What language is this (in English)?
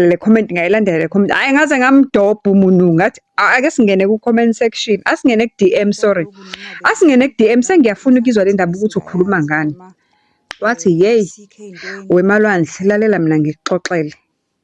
Zulu